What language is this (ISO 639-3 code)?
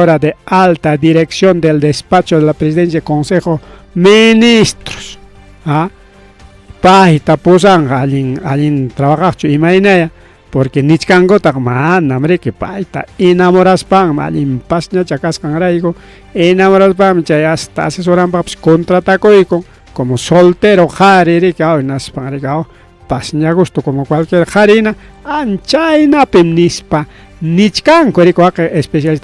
quy